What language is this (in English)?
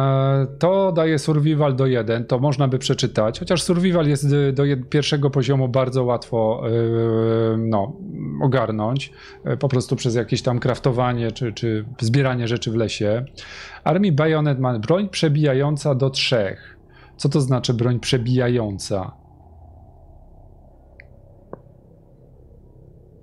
Polish